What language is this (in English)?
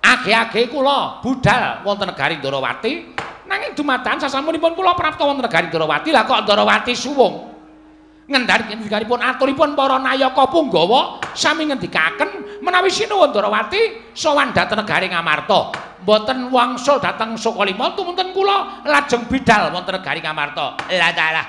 Javanese